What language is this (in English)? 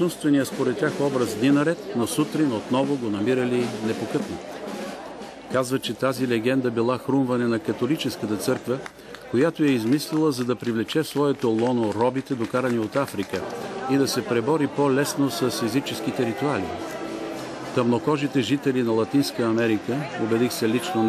Bulgarian